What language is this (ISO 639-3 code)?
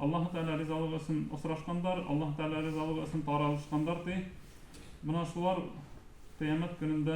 bak